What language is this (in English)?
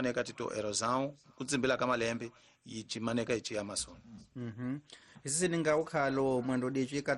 Tsonga